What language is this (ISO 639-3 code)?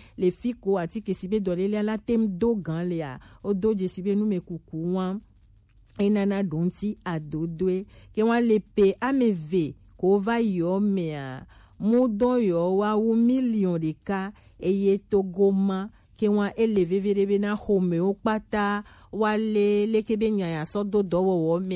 gej